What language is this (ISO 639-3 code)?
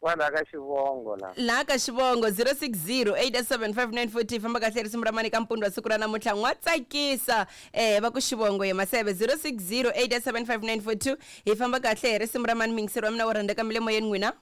tso